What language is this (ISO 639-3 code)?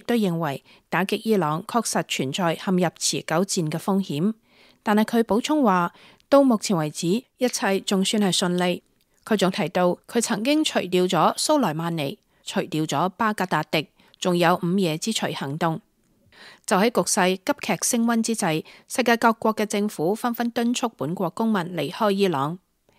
yue